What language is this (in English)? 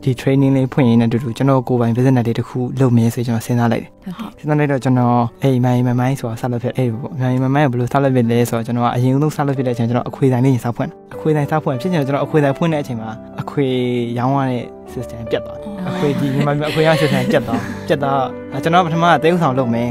Burmese